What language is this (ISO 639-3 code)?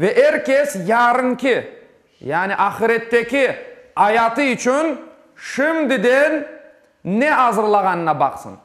crh